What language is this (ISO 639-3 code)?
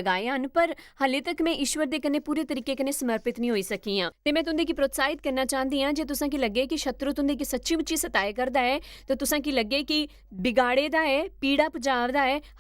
doi